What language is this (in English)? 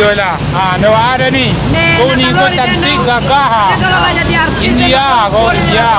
Minangkabau